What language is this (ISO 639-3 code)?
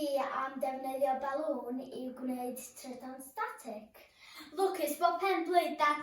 cym